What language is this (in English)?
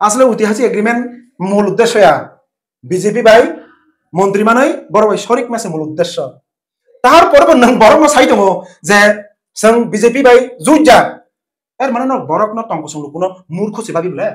Kok Borok